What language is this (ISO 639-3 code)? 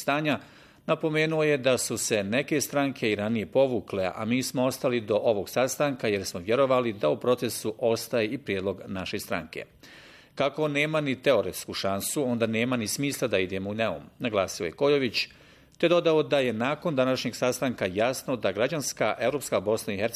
bos